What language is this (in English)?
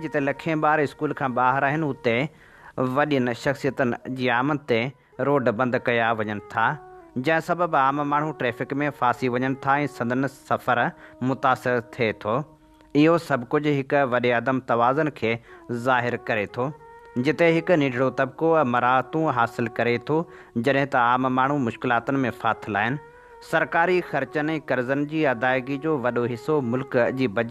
Sindhi